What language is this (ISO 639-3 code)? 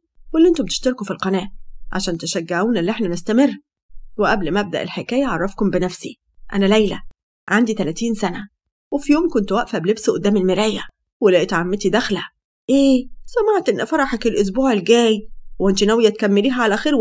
arz